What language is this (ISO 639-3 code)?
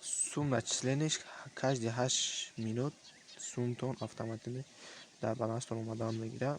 tgk